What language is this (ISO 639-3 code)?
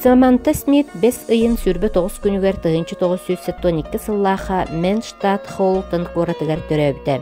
sah